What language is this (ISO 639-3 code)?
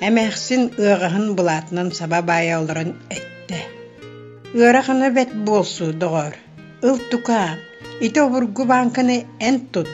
sah